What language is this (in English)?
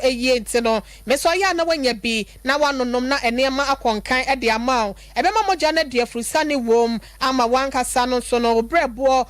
Akan